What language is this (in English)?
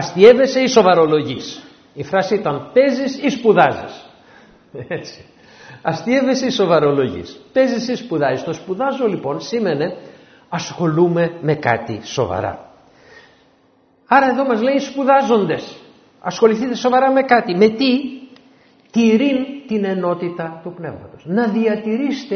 Greek